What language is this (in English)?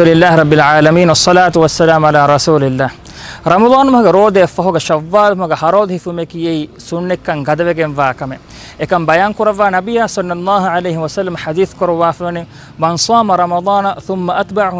Divehi